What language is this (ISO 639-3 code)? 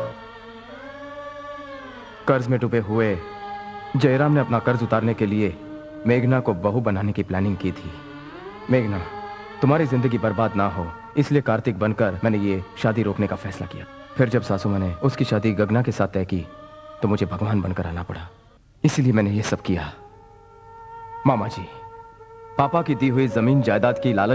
hin